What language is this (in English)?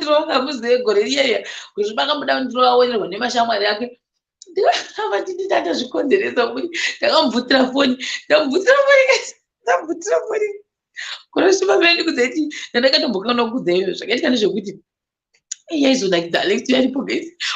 Shona